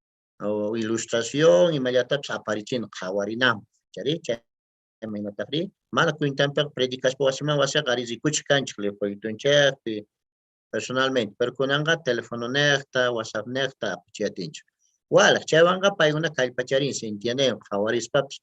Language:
Quechua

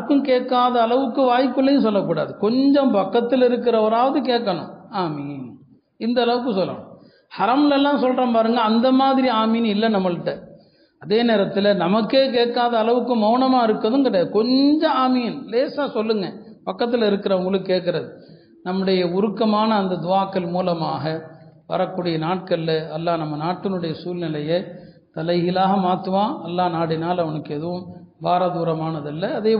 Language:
Tamil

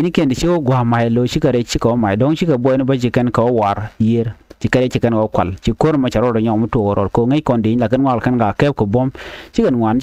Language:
Nuer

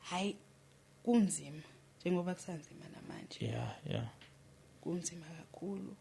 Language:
Zulu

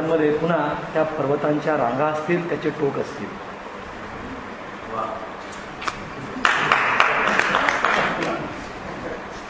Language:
Marathi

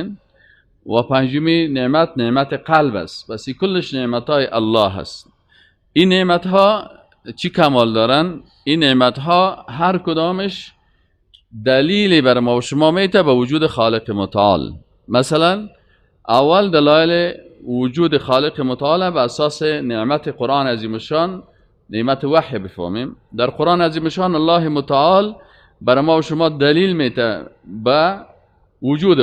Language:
Persian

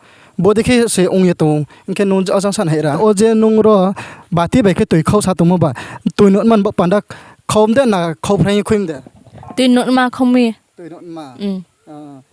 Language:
Riang (India)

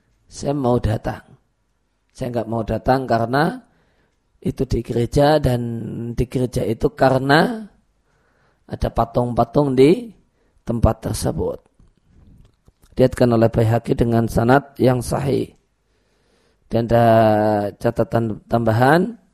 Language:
Indonesian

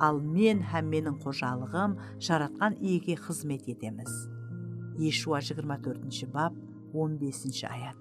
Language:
Kara-Kalpak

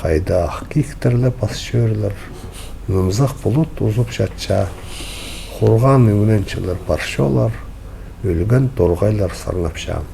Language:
Khakas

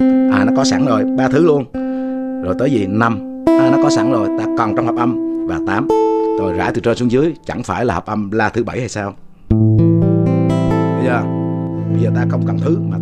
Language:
Vietnamese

